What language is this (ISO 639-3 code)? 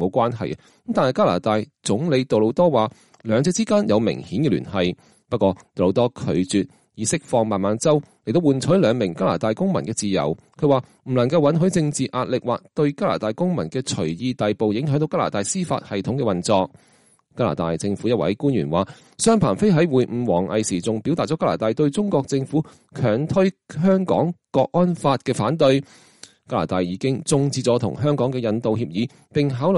yue